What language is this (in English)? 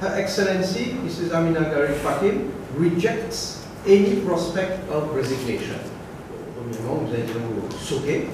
Morisyen